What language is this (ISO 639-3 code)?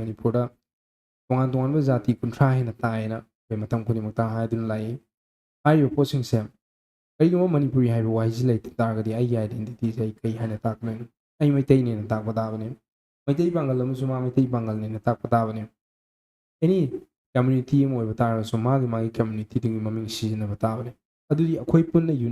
mni